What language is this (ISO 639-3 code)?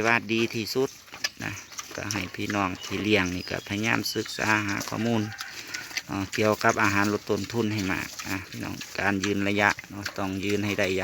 tts